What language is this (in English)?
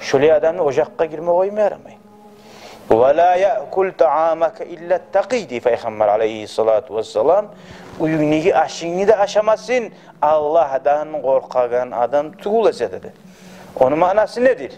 Kumyk